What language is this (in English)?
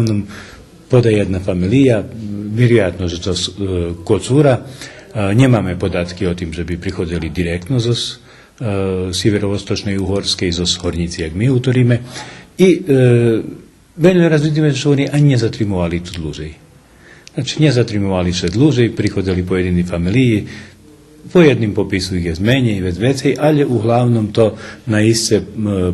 Rusyn